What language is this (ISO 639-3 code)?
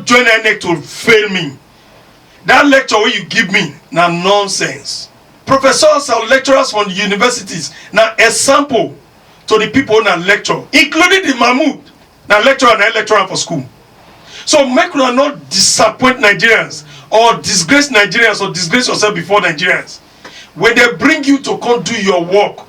pcm